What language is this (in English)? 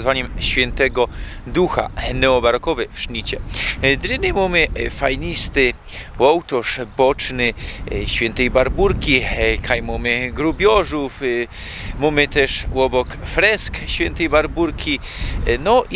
Silesian